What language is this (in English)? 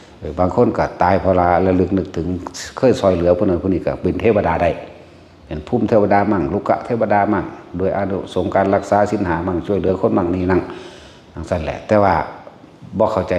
Northeastern Thai